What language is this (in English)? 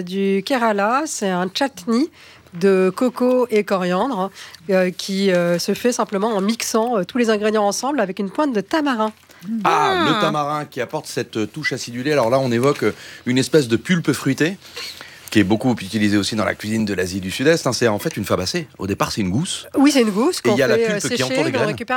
French